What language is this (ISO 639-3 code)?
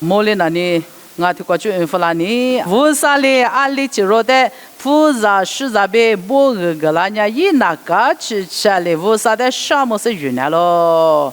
lis